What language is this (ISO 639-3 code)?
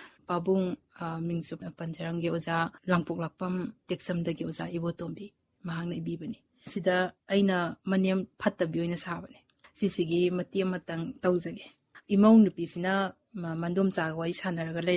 mni